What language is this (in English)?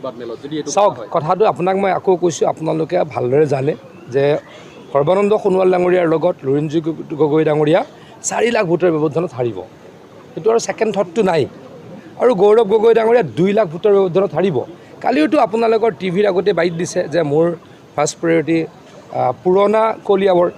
Assamese